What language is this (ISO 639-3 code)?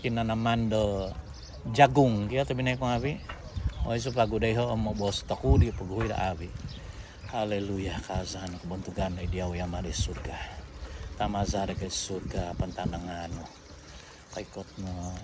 dtp